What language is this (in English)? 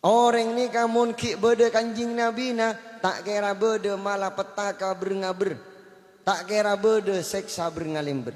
Madurese